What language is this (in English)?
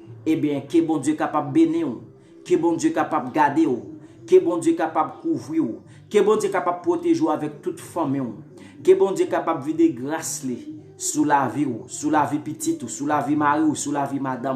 Haitian Creole